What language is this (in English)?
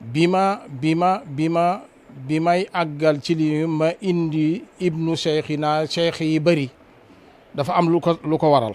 Wolof